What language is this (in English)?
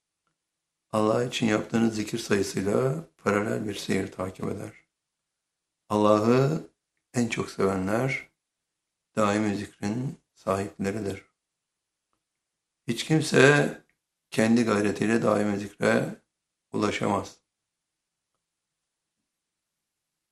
Turkish